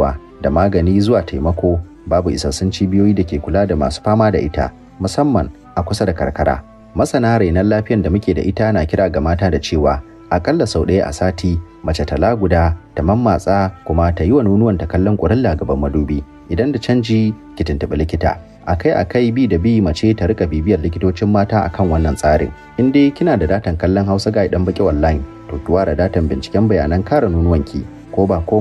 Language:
Hausa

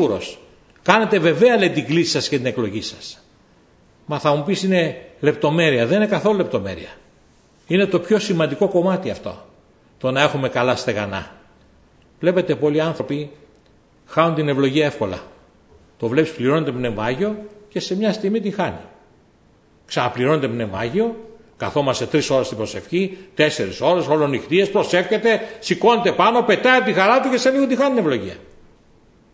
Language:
Greek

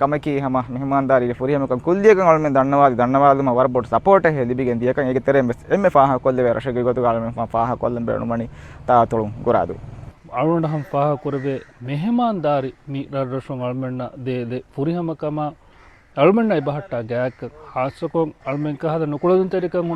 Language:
Divehi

